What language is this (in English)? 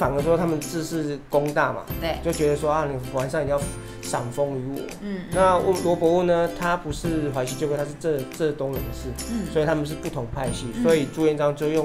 Chinese